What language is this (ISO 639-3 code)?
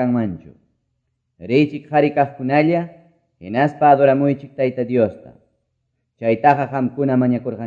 que